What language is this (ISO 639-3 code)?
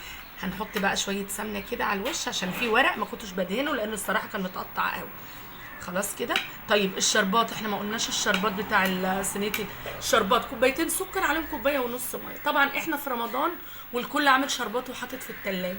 arz